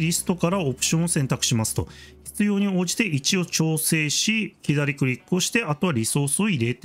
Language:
Japanese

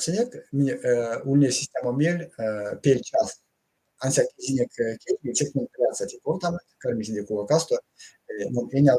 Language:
Erzya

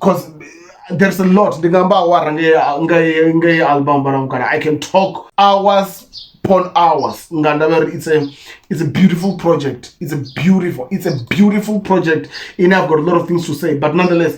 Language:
Venda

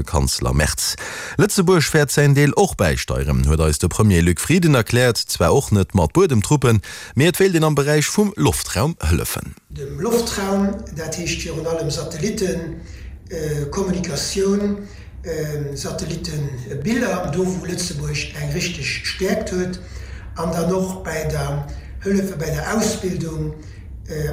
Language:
Luxembourgish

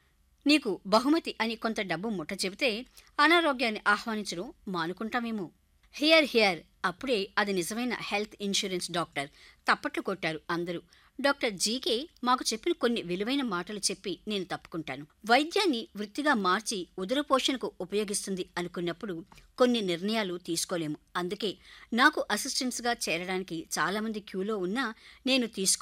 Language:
Telugu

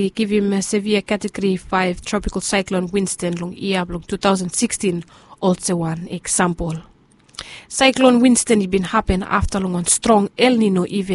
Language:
Bislama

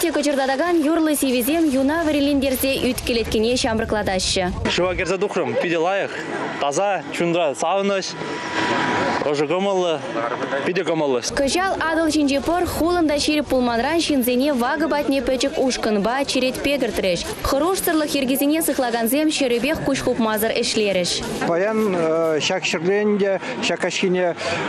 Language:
Chuvash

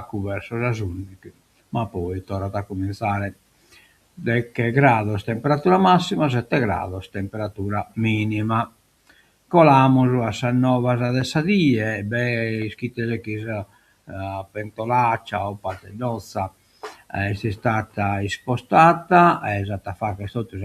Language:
Sardinian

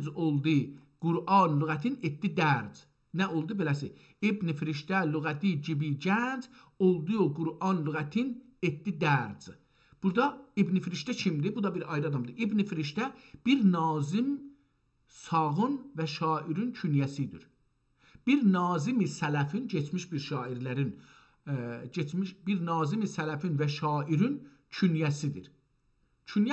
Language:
South Azerbaijani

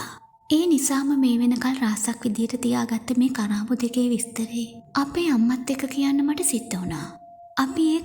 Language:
Sinhala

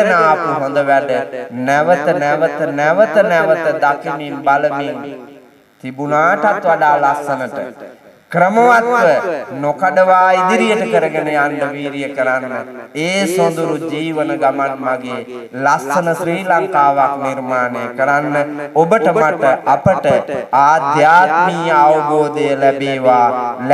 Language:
Sinhala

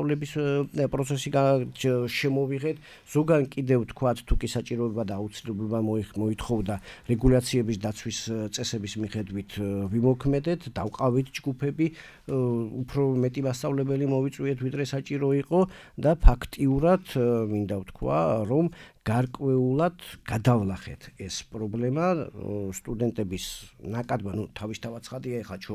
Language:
Georgian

